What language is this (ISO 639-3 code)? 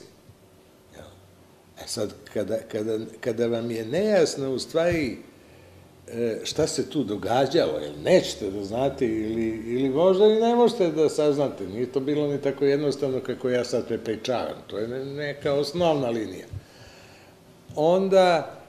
srp